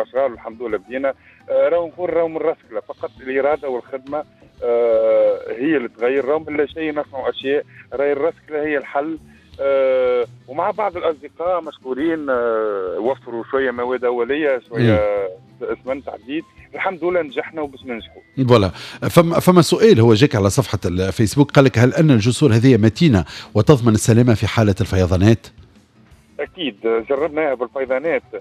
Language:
Tunisian Arabic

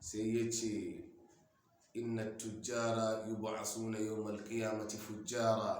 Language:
Hausa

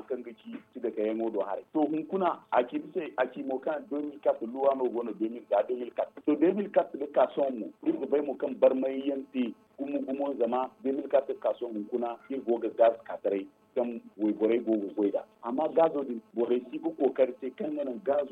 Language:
Zarma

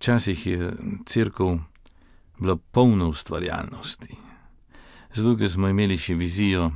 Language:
Slovenian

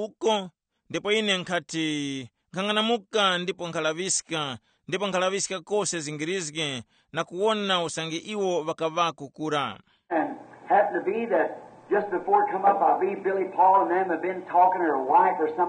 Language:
Tumbuka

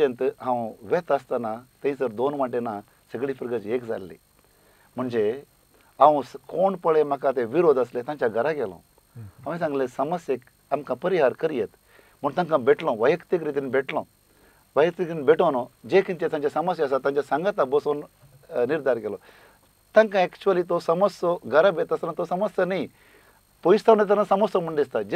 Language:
Konkani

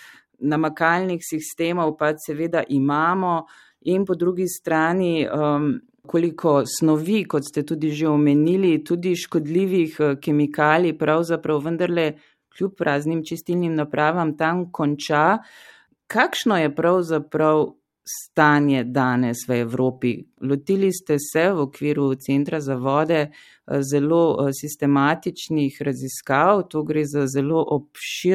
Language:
Slovenian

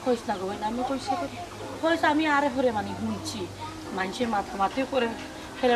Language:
Sylheti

